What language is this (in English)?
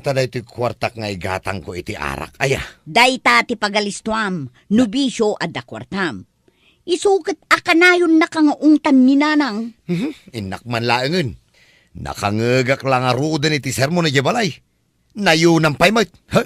Iloko